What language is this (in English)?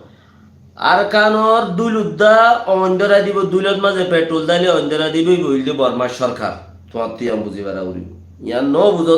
Rohingya